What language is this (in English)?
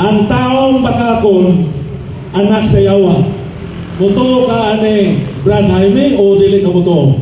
Cebuano